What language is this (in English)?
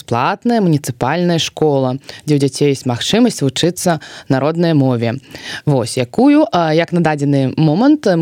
Belarusian